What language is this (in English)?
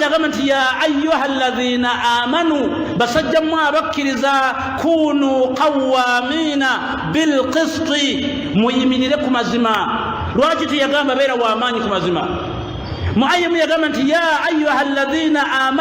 Ganda